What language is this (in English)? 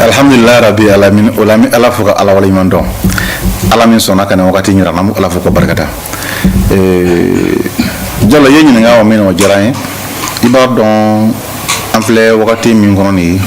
Bambara